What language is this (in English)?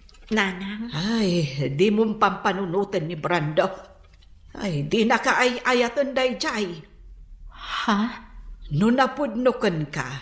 Iloko